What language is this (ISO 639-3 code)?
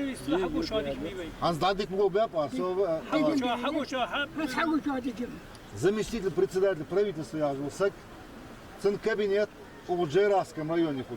inh